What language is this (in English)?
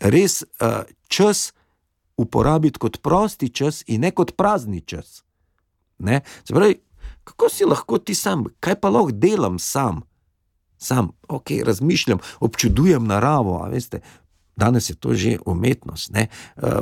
Slovenian